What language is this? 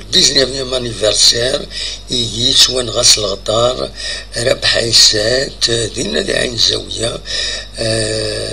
Kabyle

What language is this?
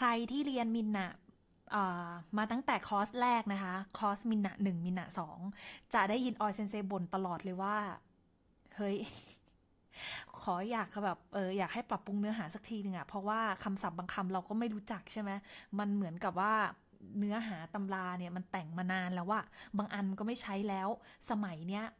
Thai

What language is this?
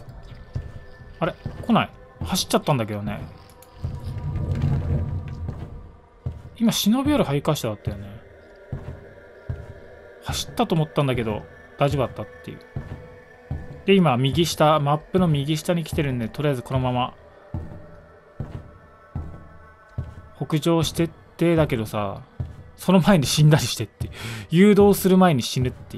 Japanese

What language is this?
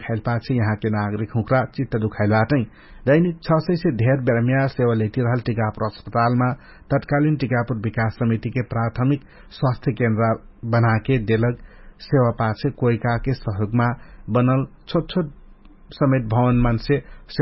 Dangaura Tharu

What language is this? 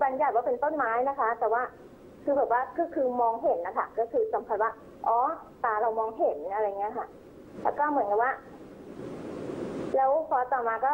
Thai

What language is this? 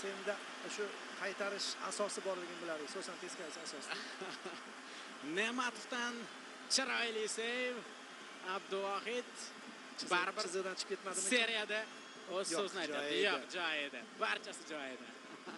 Uzbek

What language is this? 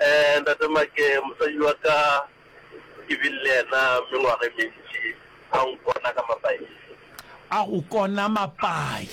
Northern Sotho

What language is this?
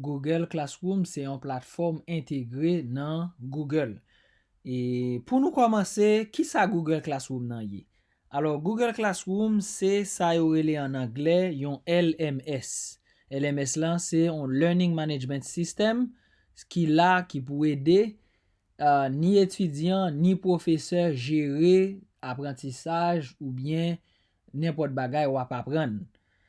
Haitian Creole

